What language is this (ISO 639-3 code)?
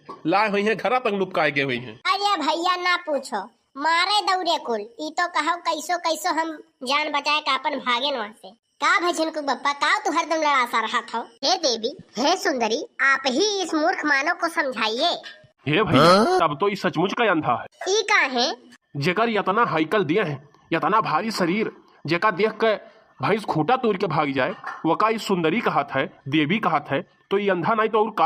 awa